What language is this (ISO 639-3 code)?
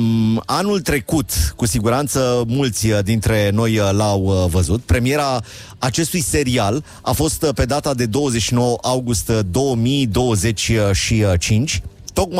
ron